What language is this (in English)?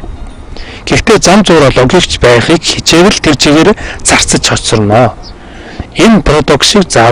Mongolian